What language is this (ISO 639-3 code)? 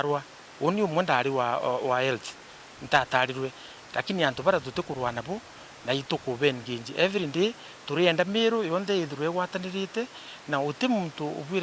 mer